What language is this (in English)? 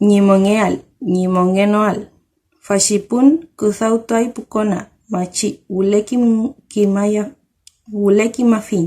Mapuche